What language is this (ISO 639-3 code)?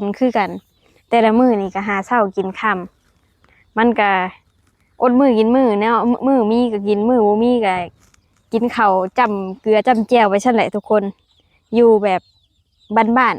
lao